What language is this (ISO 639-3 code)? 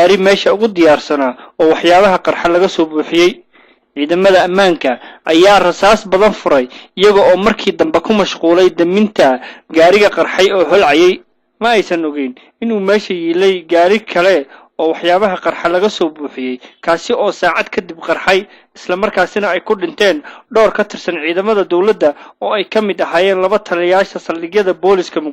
som